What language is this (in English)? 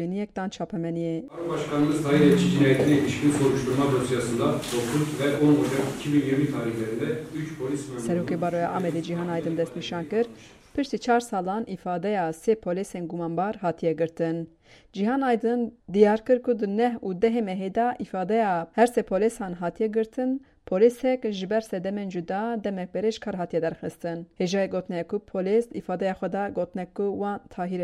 Kurdish